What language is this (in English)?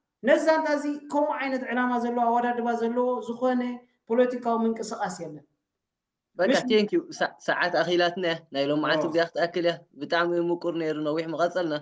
Tigrinya